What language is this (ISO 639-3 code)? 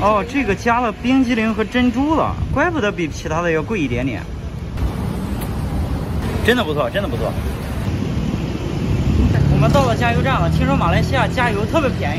zho